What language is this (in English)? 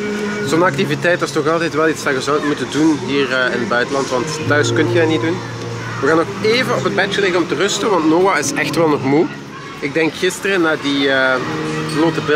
Dutch